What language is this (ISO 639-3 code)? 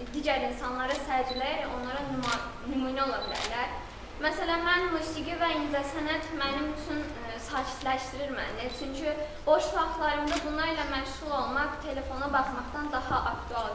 aze